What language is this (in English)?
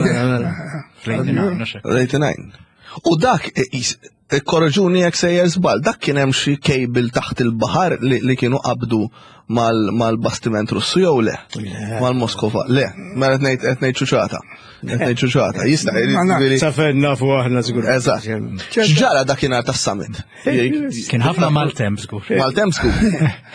Maltese